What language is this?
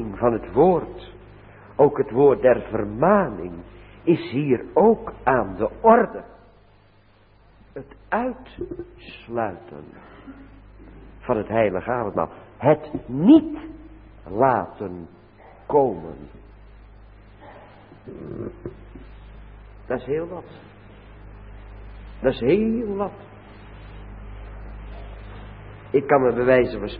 Dutch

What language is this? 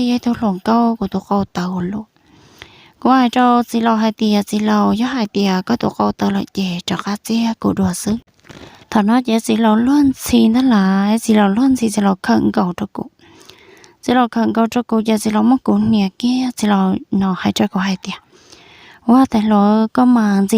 Hmong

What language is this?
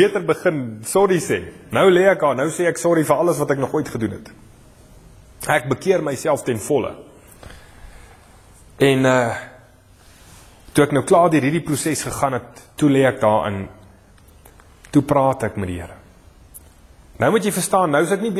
Afrikaans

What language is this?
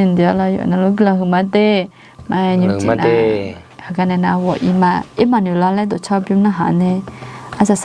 Akha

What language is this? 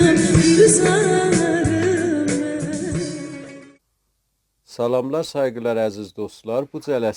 South Azerbaijani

